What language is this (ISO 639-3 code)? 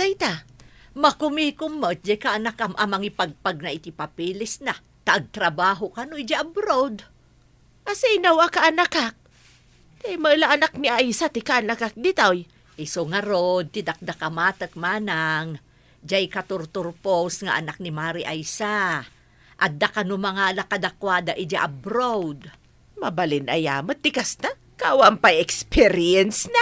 ilo